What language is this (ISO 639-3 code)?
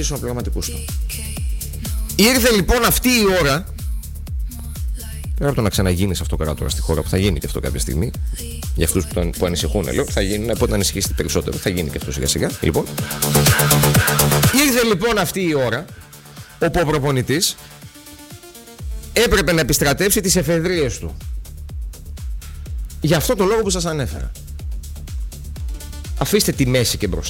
ell